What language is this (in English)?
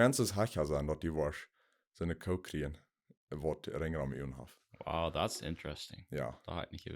Plautdietsch